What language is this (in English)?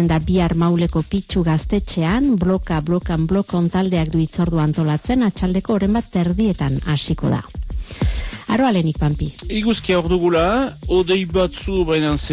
Basque